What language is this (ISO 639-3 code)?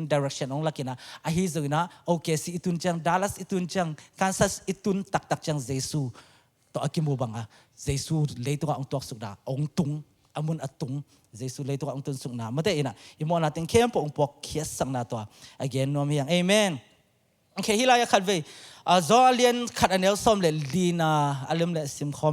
ctd